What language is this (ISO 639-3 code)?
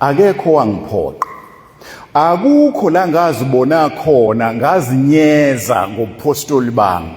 zul